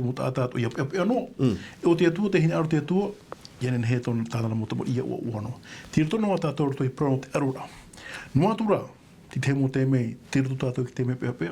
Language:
Tahitian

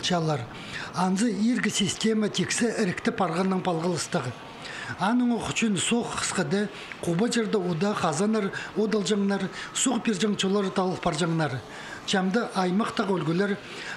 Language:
Khakas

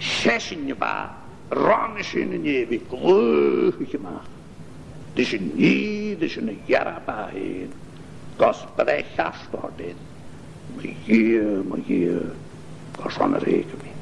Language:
Scottish Gaelic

